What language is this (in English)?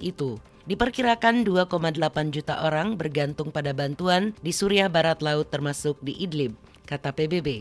Indonesian